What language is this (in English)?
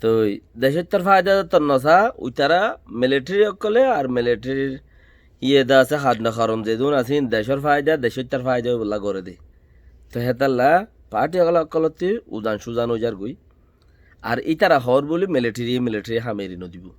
Rohingya